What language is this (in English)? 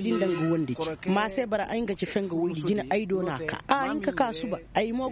Koyraboro Senni